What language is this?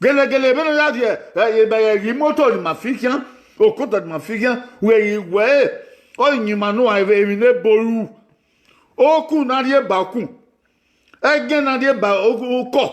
Bini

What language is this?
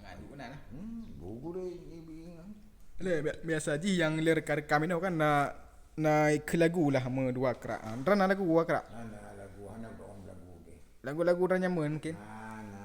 Achinese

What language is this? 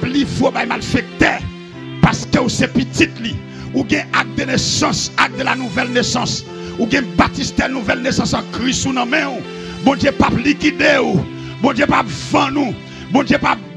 Haitian Creole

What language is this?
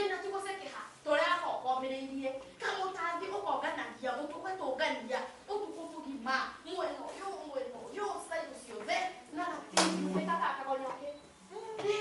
Kikuyu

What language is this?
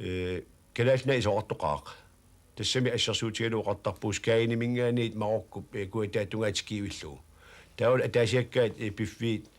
Kalaallisut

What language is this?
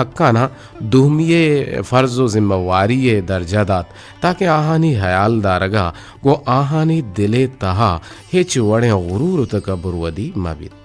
Eastern Balochi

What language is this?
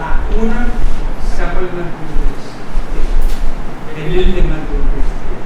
Pohnpeian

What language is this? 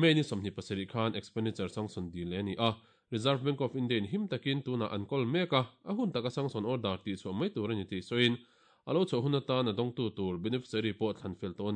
Mizo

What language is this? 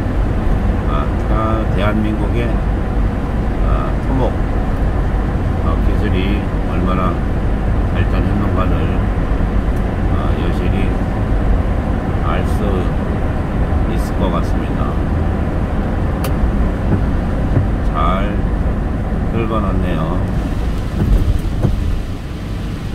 Korean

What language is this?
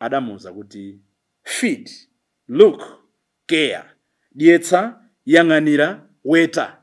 Nyanja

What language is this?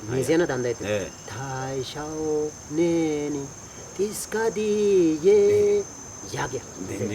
Wolaytta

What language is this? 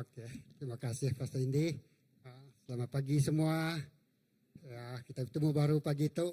Iban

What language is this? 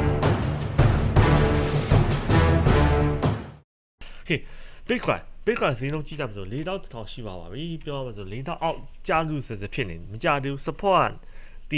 Burmese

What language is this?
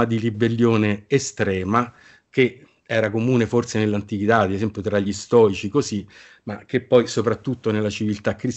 Italian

